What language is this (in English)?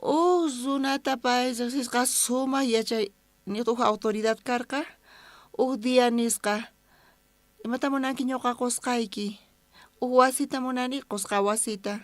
South Bolivian Quechua